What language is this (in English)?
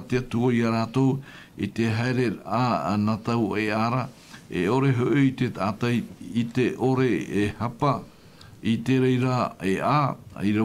Tahitian